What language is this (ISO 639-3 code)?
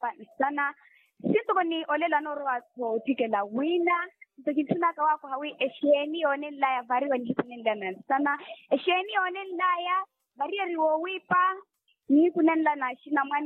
vmw